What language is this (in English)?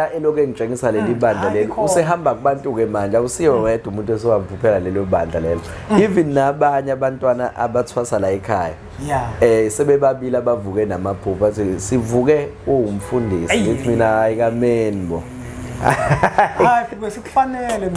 Zulu